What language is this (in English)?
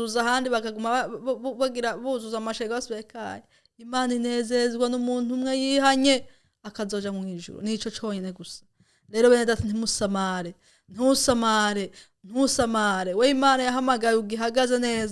Rundi